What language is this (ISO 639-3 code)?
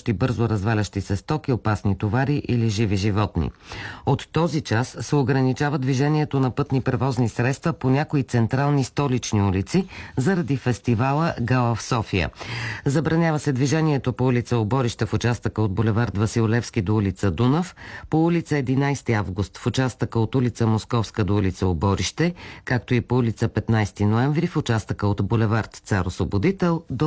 bul